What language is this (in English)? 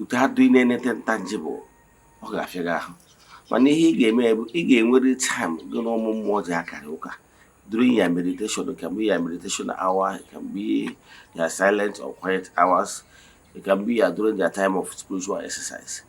Igbo